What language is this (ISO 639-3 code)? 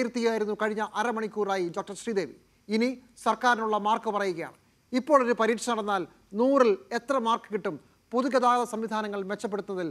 mal